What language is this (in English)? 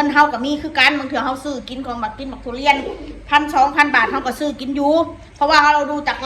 Northeastern Thai